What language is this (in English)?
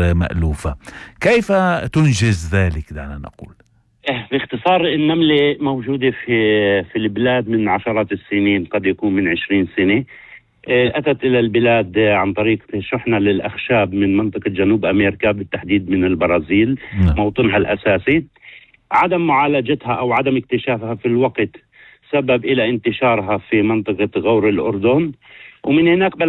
North Levantine Arabic